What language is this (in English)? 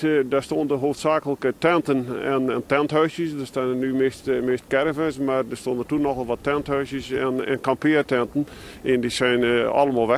Western Frisian